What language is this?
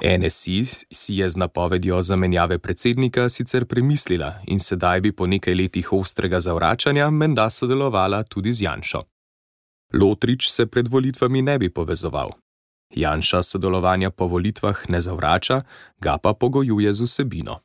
Slovenian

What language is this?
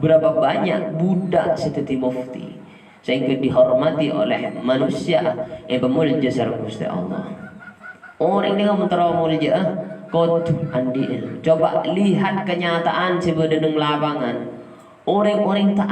Madurese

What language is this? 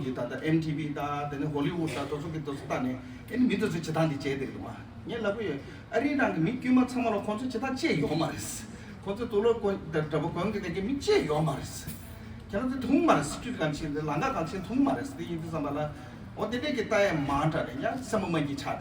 Tibetan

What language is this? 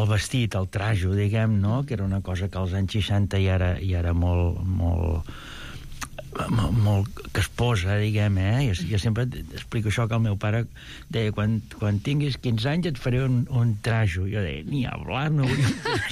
Catalan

